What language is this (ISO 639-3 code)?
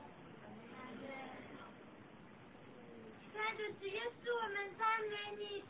zho